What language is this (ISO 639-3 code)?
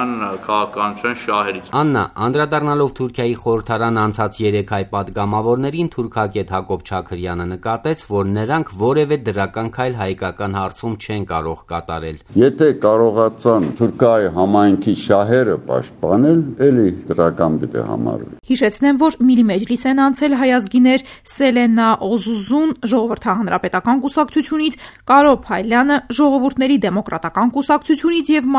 hye